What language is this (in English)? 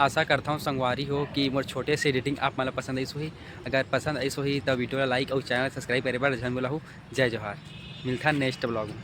Chhattisgarhi